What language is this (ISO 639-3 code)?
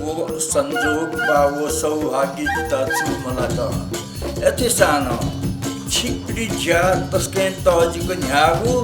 new